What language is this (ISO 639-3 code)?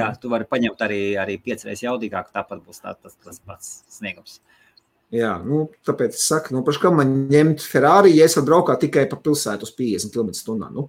lav